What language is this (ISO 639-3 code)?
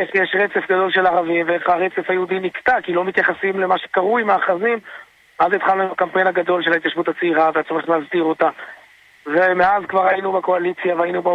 heb